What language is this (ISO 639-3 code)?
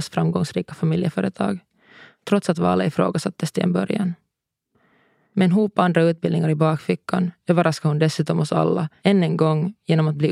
swe